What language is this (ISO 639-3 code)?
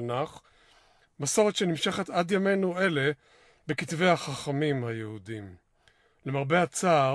heb